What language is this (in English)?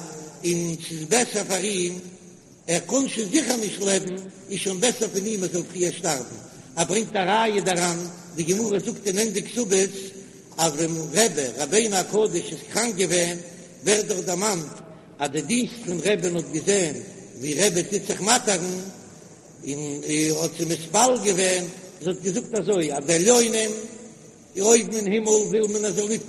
Yiddish